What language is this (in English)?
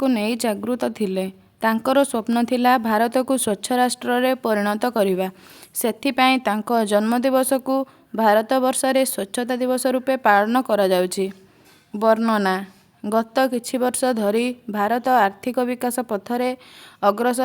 Odia